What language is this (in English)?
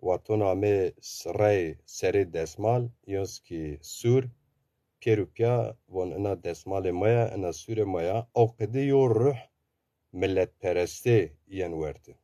Zaza